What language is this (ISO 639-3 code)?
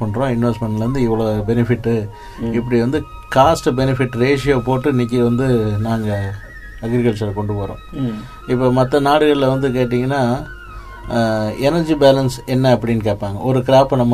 tam